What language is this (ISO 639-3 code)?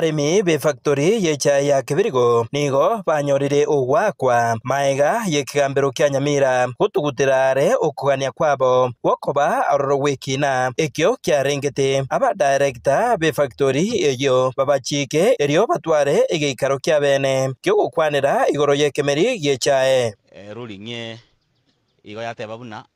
guz